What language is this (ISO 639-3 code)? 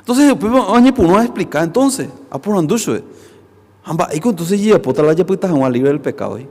grn